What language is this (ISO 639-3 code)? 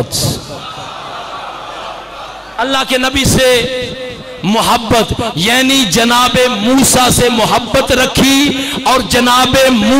urd